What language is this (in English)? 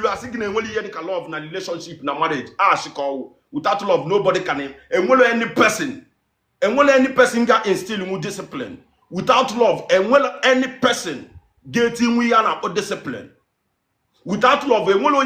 Igbo